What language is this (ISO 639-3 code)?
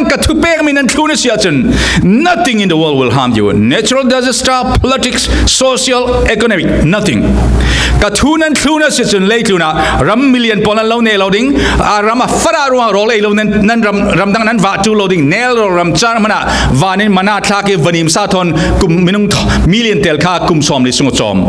cfm